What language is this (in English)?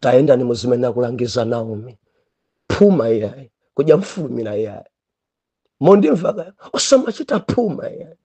Nyanja